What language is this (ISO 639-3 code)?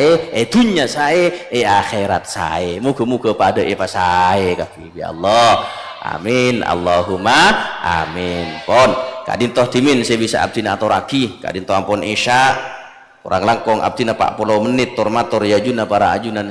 mad